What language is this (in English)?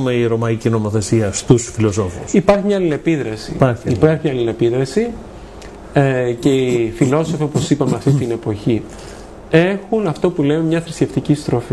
Greek